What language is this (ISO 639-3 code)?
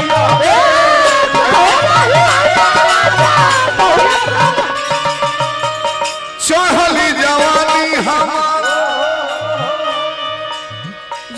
bho